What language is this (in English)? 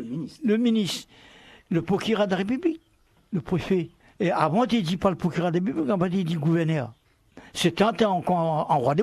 Réunion Creole French